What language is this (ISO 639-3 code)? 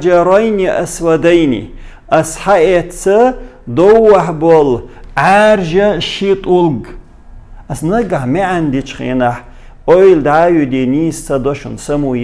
che